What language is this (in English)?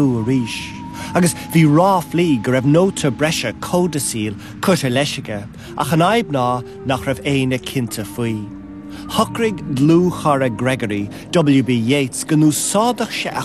Irish